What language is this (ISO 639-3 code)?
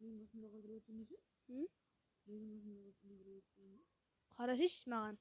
kaa